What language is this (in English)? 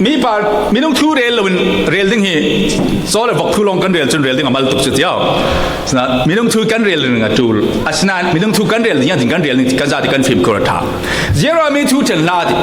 Falam Chin